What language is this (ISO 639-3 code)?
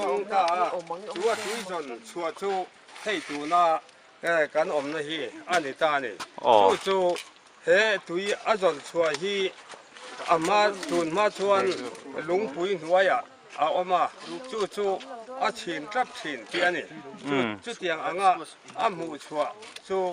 lus